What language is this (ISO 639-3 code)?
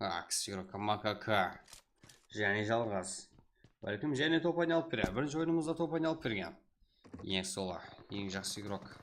kaa